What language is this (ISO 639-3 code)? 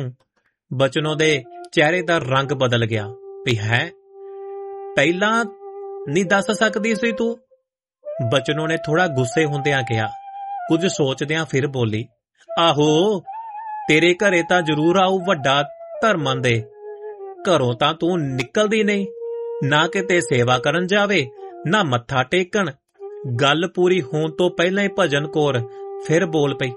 pan